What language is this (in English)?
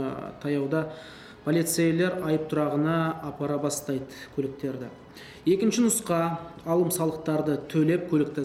Kazakh